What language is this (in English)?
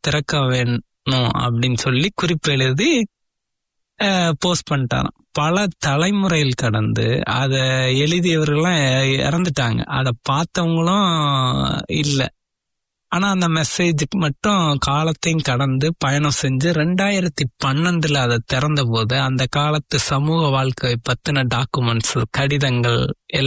Tamil